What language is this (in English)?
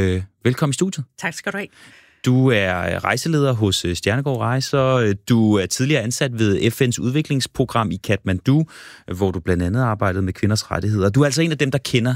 Danish